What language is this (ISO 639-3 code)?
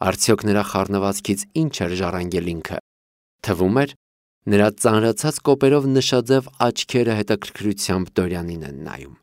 hye